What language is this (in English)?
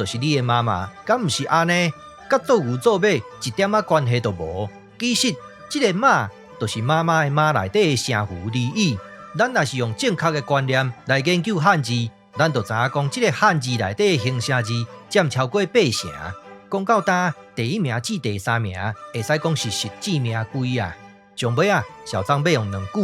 Min Nan Chinese